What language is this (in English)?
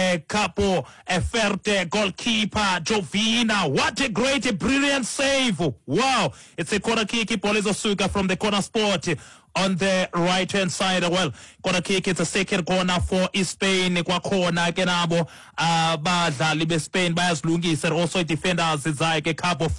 Xhosa